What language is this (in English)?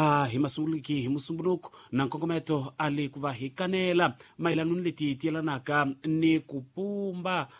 Tsonga